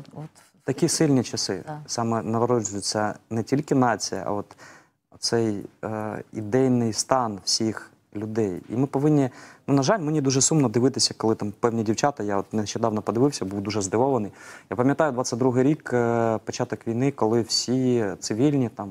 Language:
Ukrainian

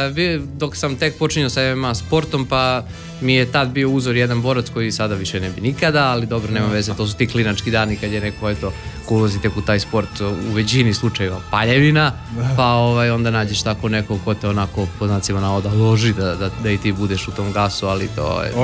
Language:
Serbian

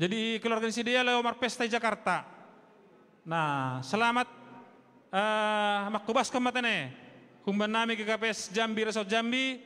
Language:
Batak Simalungun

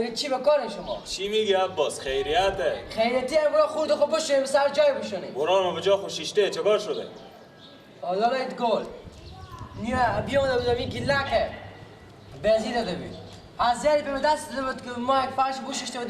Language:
Persian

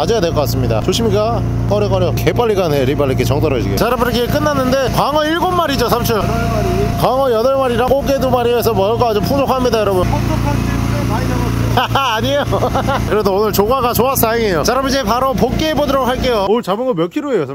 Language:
Korean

